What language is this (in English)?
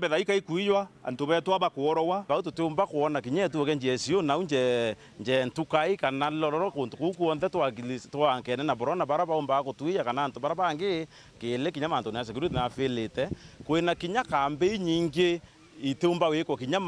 Meru